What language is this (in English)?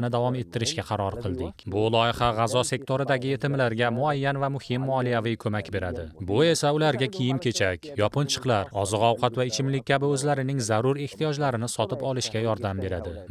Uzbek